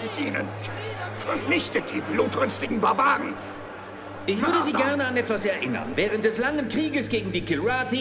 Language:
German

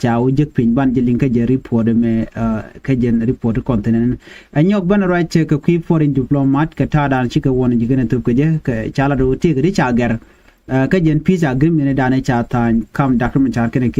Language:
Nuer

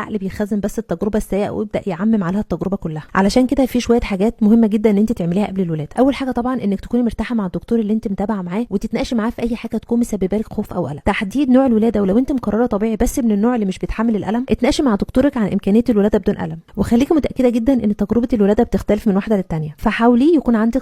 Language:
Egyptian Arabic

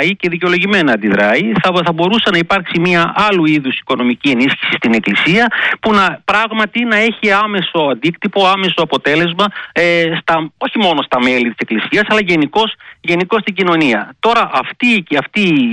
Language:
Greek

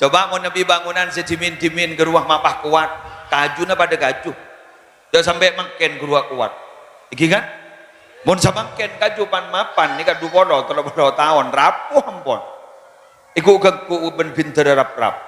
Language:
Madurese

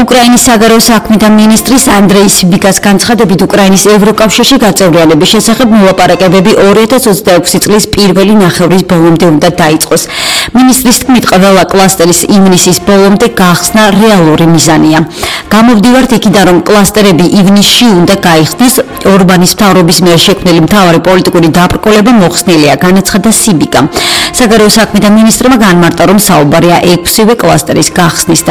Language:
Georgian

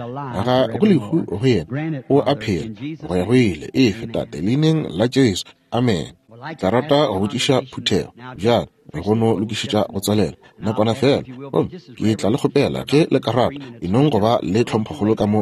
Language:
Northern Sotho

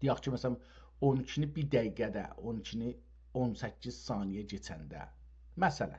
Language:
South Azerbaijani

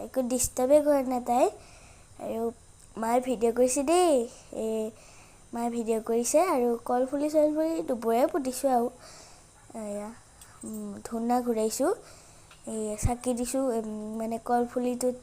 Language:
Assamese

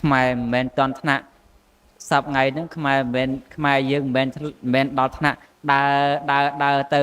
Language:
Khmer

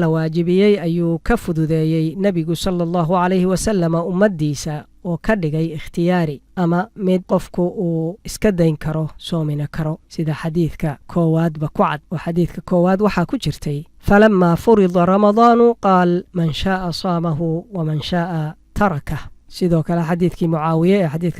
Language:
Somali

